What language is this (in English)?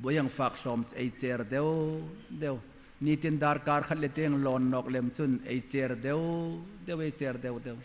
Hmar